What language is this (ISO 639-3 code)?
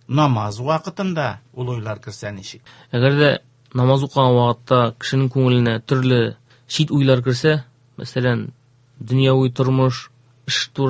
tat